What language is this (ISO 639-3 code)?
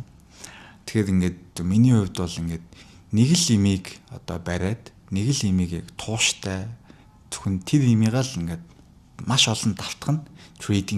mon